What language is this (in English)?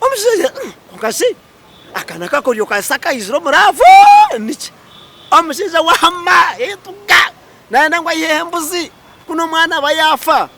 Nyankole